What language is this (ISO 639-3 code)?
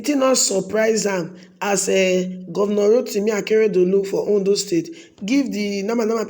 pcm